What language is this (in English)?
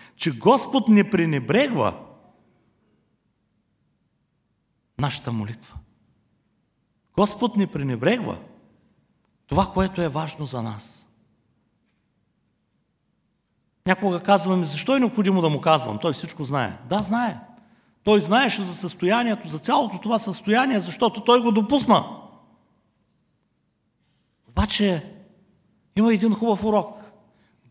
Bulgarian